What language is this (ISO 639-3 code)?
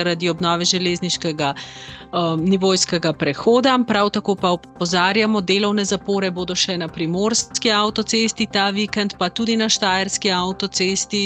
slv